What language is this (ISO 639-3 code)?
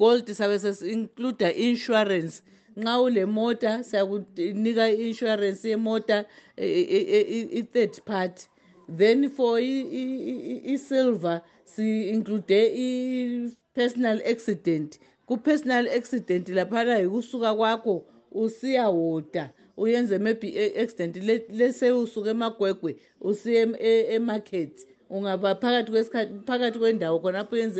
nde